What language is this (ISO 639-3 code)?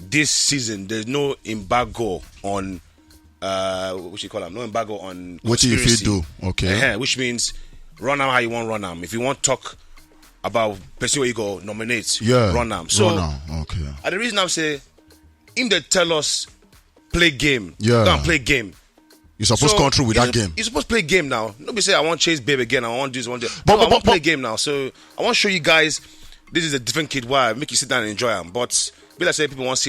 pcm